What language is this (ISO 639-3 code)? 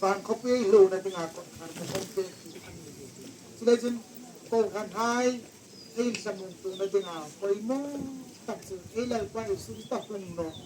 hmr